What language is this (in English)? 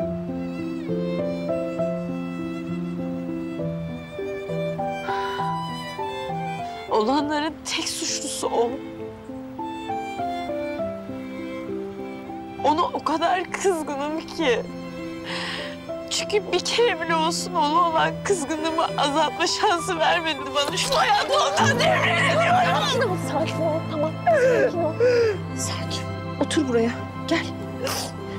Turkish